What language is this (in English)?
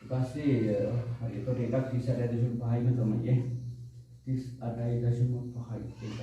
Sinhala